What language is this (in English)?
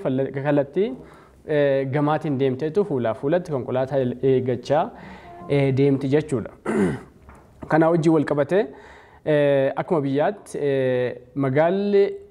Oromo